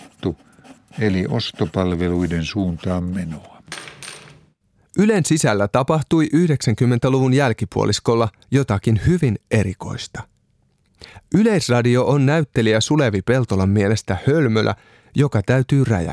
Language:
Finnish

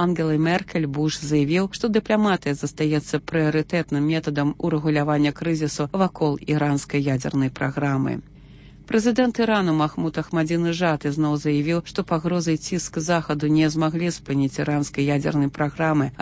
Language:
Belarusian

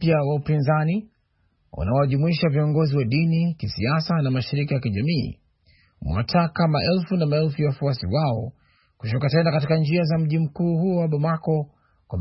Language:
Swahili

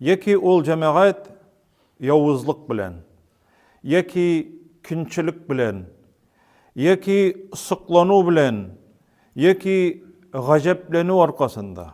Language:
Tatar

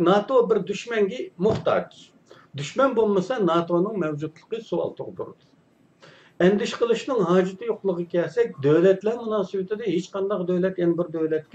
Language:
Uyghur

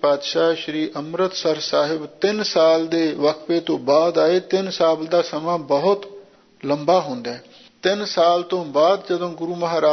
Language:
Punjabi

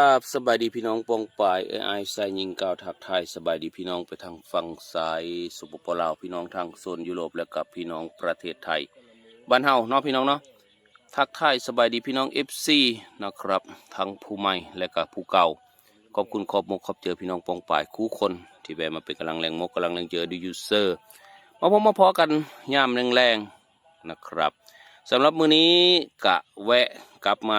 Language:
Northeastern Thai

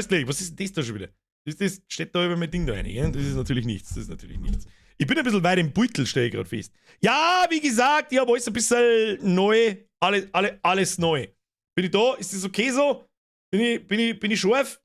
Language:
Bavarian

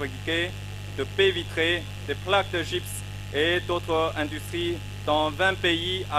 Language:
French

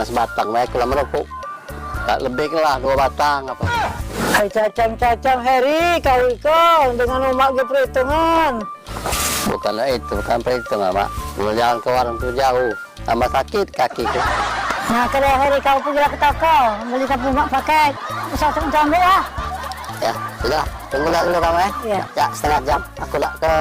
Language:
Musi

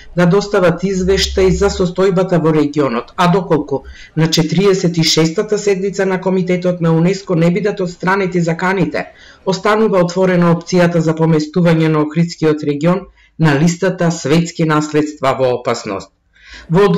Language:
Macedonian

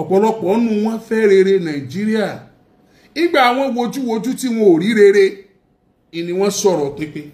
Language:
Yoruba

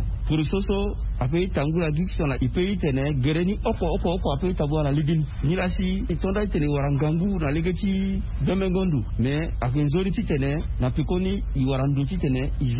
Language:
Sango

